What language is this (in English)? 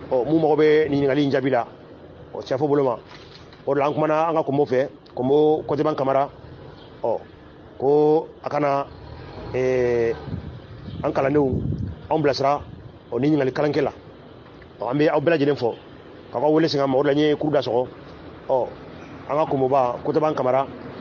Bambara